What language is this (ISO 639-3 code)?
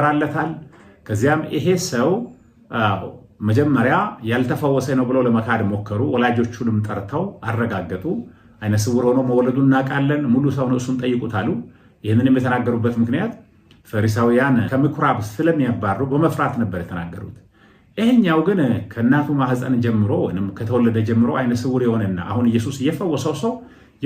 amh